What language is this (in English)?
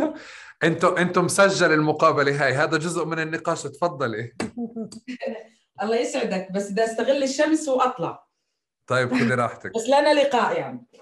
North Levantine Arabic